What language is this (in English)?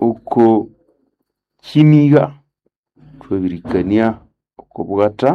Nande